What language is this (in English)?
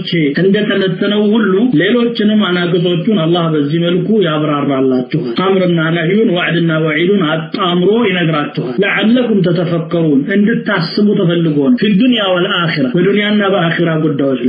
Amharic